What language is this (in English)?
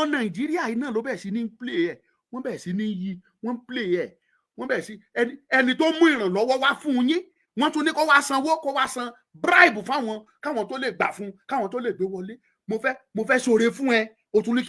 Yoruba